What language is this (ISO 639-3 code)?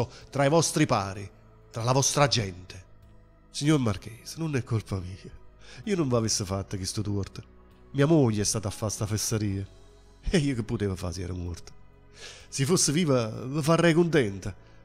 nap